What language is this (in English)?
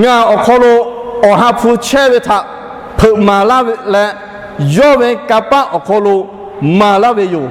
Lahu